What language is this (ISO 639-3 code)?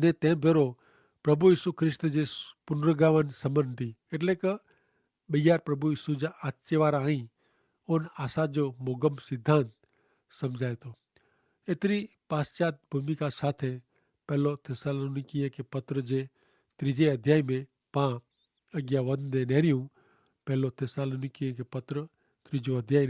kfr